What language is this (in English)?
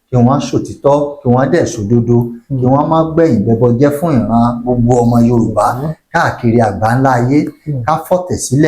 Yoruba